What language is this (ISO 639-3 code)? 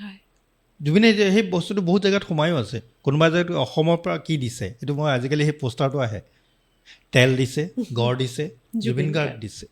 asm